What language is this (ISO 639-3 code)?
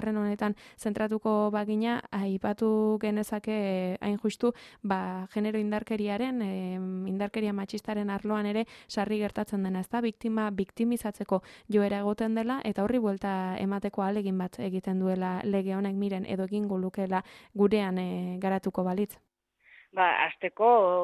eus